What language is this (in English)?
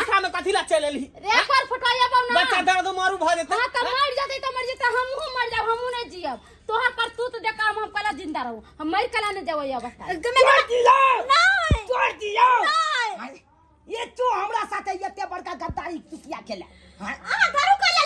Maithili